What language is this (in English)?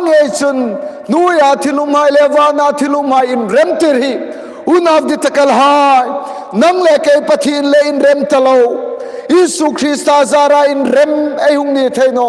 Hmar